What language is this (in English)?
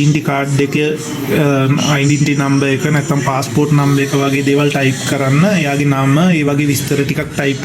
Sinhala